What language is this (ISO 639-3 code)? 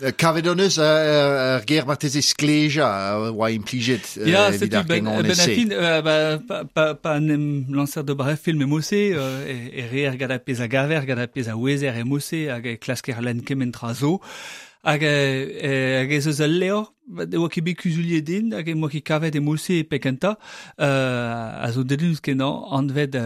bre